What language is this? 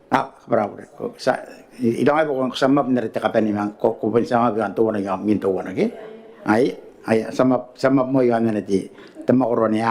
Gilbertese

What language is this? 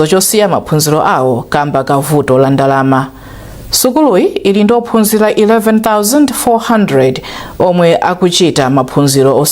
Nyanja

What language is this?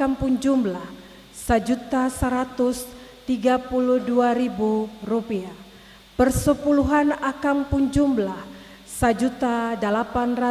Ambonese Malay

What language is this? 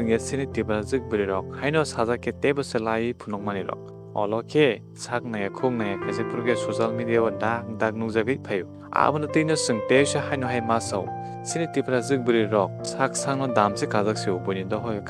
Kok Borok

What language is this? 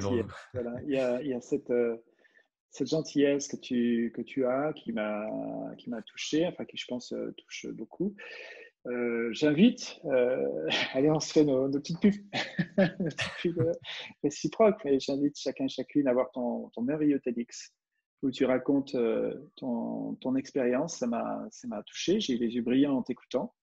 French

